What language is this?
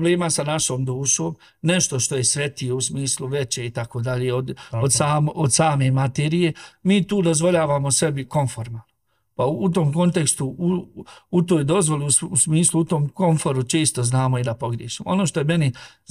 Bosnian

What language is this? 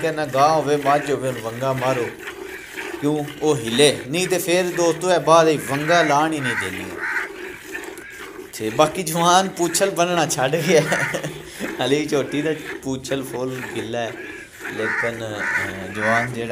Punjabi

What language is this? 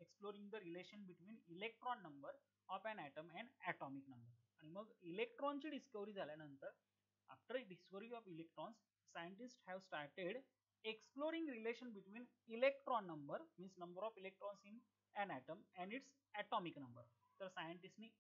Marathi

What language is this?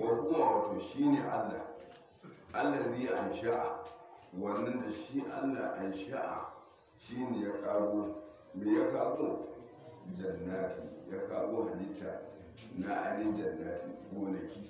Hausa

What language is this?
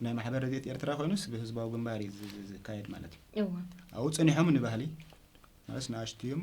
Tigrinya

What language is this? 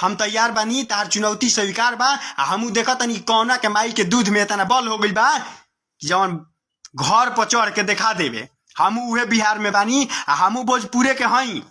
Bhojpuri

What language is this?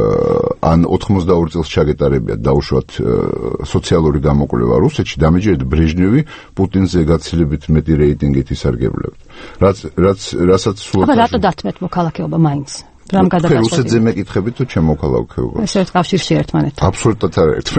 Georgian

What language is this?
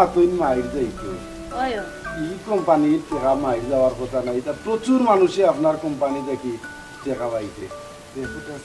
Sylheti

